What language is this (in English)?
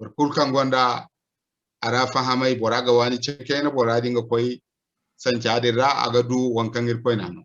Zarma